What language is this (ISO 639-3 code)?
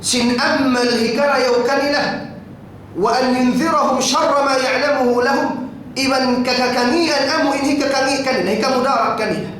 tsg